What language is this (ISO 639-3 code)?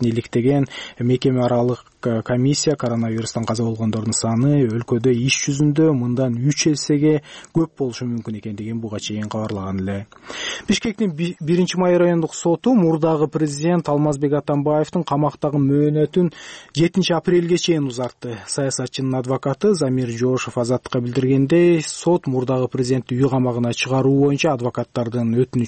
kir